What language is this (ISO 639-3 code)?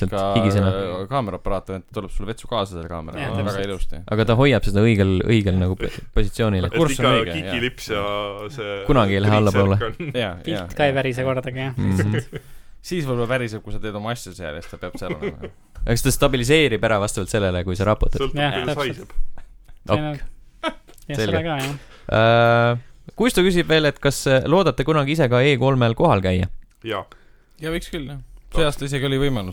est